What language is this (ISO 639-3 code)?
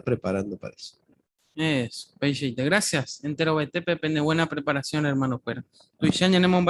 grn